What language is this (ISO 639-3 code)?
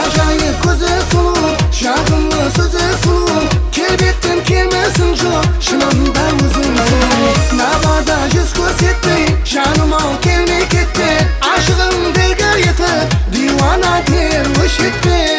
kaa